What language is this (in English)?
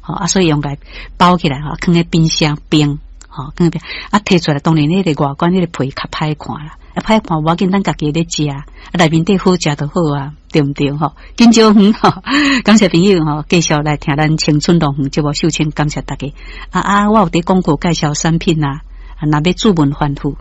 Min Nan Chinese